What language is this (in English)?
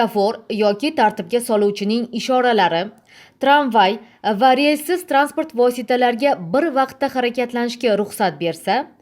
Uzbek